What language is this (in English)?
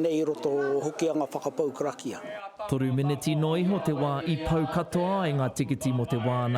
Māori